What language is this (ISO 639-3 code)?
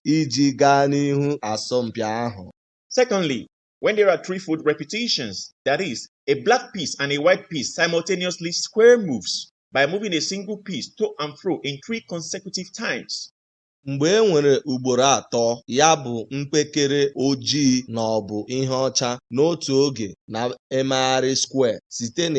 ibo